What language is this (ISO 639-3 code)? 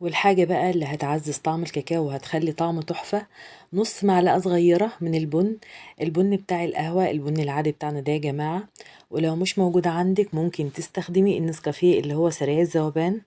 arz